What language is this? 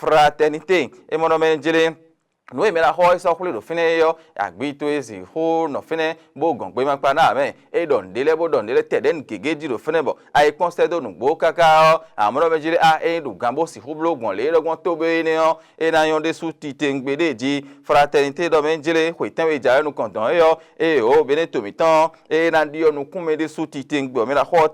Fon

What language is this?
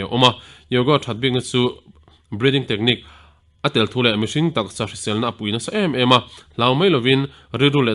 Mizo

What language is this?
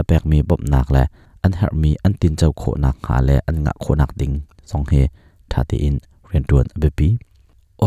Hakha Chin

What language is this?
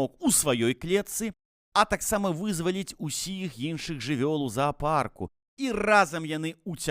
Belarusian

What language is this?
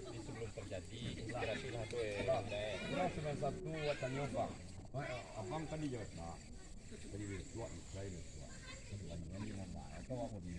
Minangkabau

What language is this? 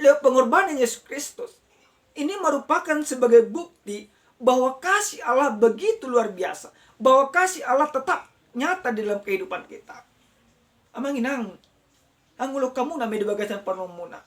Batak Toba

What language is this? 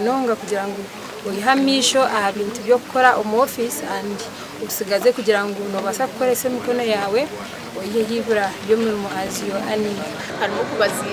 Nyankole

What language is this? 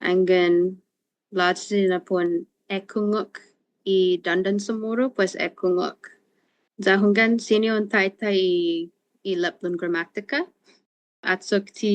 Chamorro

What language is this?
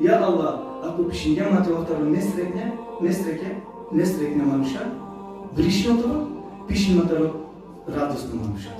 Balkan Romani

